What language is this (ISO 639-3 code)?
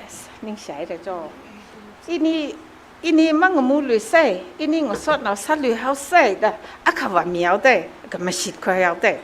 nmf